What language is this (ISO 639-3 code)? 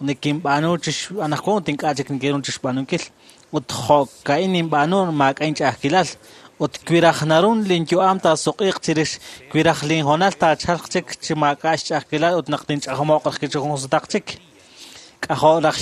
kek